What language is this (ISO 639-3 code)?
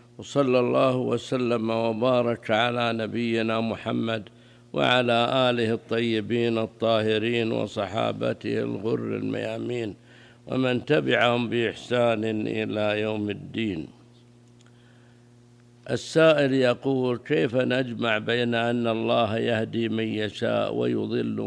ara